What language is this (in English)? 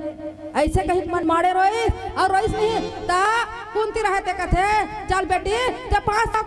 Chhattisgarhi